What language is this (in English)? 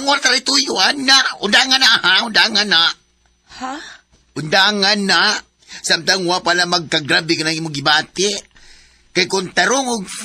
Cebuano